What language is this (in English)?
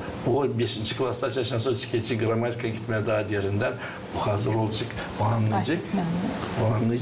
Gagauz